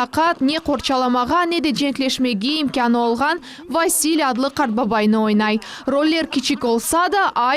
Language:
Crimean Tatar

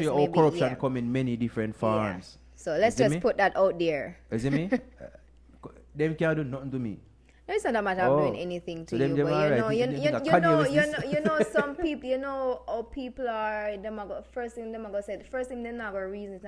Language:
Jamaican Creole English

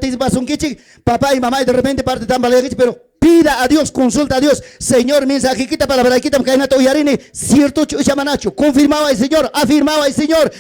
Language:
Ayacucho Quechua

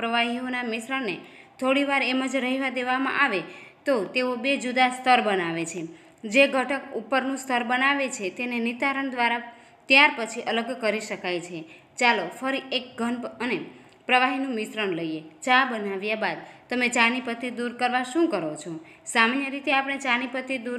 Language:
Gujarati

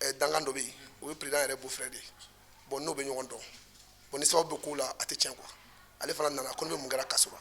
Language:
Bambara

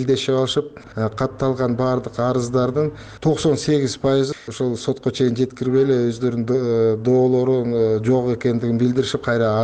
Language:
Kyrgyz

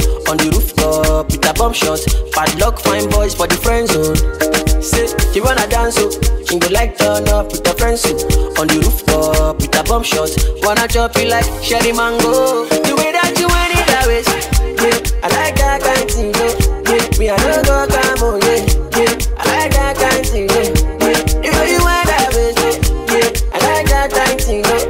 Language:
English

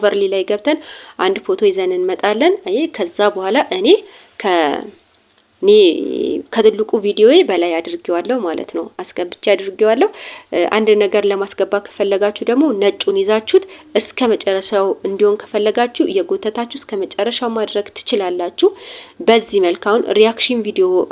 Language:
Amharic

